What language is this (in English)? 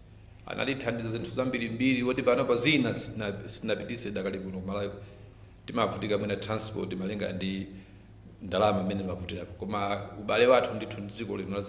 Nyanja